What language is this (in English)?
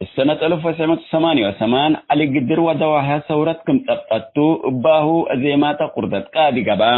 Tigre